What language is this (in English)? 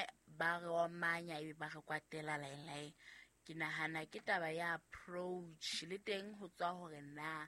Southern Sotho